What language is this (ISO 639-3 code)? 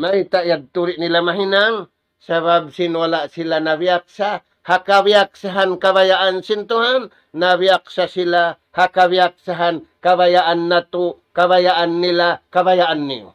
tsg